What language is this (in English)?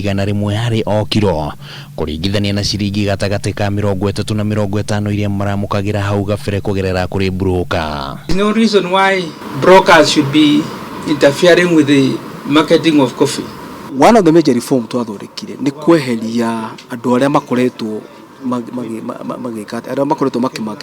Kikuyu